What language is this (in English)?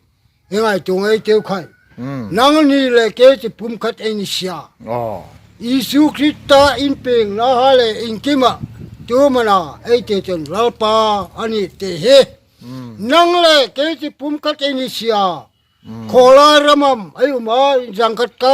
Hmar